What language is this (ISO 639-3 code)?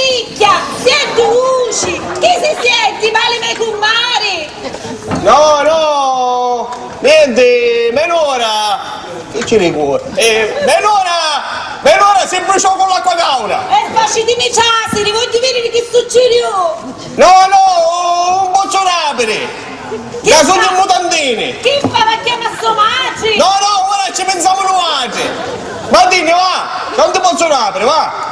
scn